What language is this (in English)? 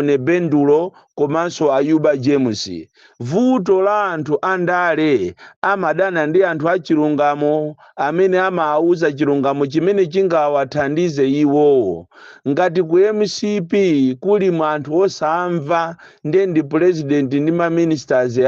Nyanja